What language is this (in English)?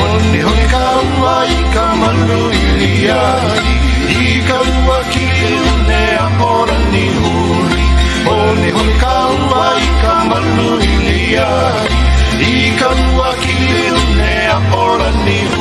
Hawaiian